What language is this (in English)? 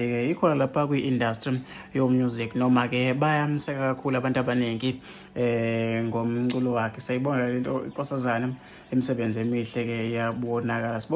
Zulu